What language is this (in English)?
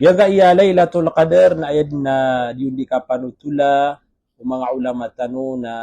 Maranao